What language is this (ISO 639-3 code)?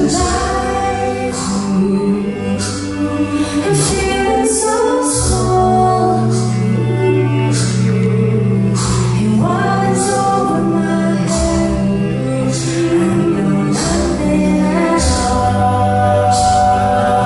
eng